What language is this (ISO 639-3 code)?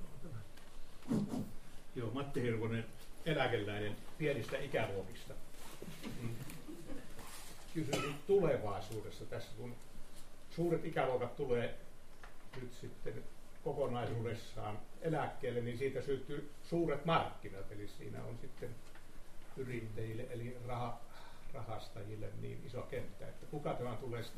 fin